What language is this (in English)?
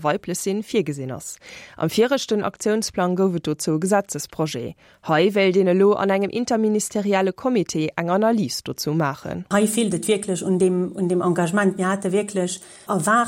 Luxembourgish